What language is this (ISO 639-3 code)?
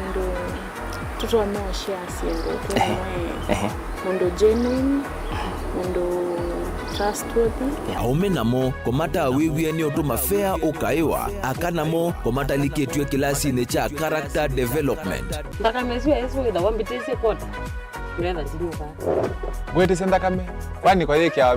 kam